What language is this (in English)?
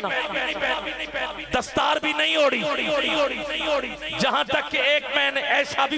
Urdu